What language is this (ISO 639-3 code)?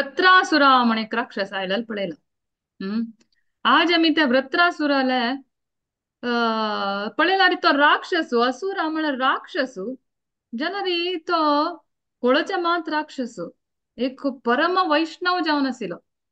kok